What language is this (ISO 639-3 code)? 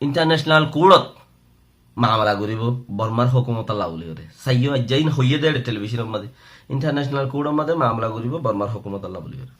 rhg